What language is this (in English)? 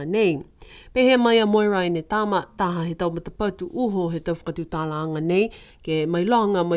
Niuean